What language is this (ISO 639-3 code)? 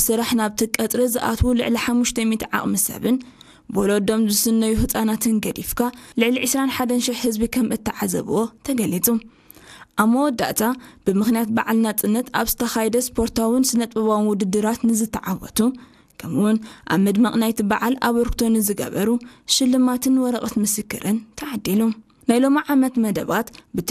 tir